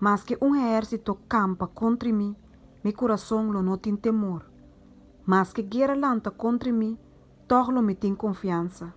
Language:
Papiamento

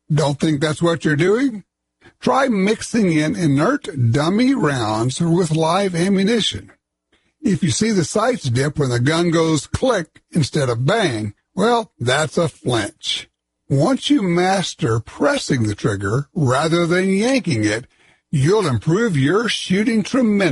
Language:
English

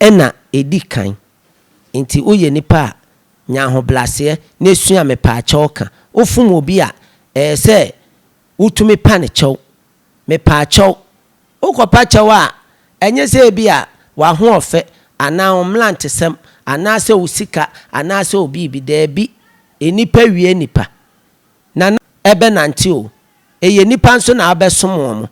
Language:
Akan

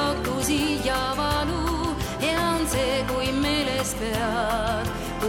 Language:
Estonian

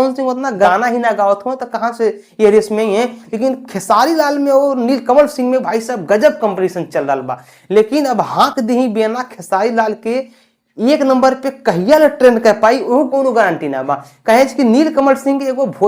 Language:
Bhojpuri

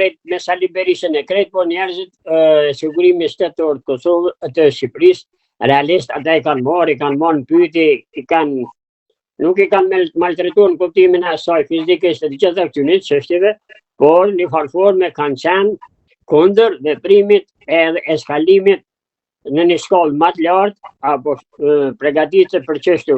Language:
Albanian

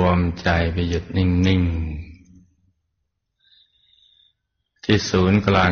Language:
Thai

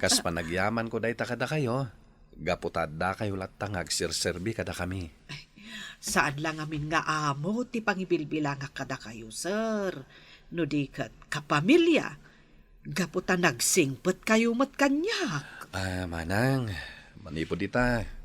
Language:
Iloko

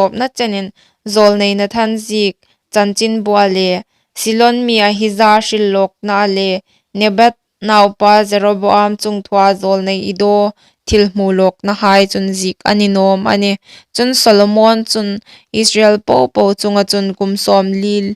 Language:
Hmar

